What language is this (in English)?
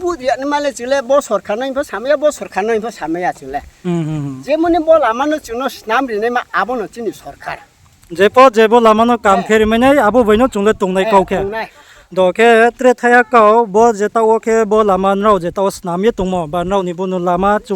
Riang (India)